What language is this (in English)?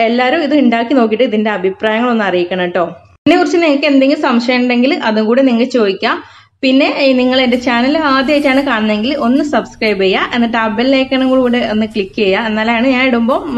Malayalam